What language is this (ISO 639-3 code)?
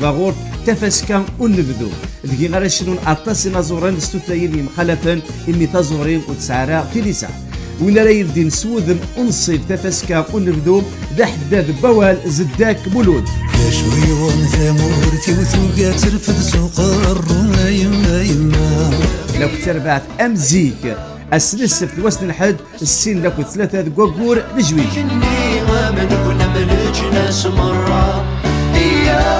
kab